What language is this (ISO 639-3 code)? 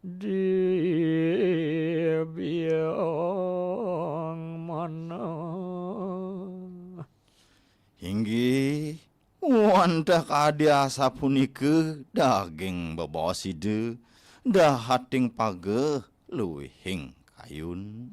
ban